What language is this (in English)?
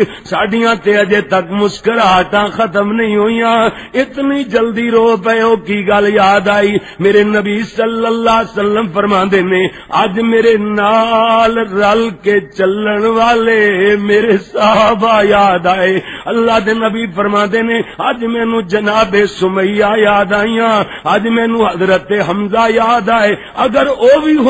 Western Panjabi